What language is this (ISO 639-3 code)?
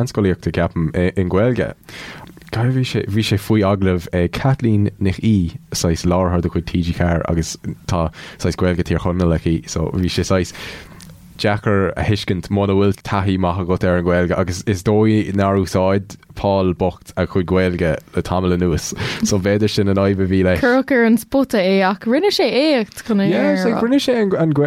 gle